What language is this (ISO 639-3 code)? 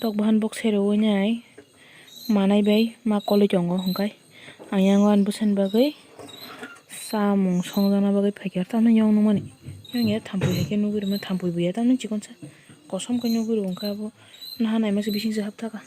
trp